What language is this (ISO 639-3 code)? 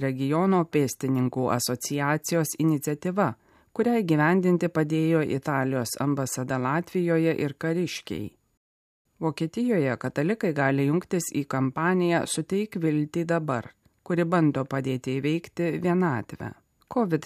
lit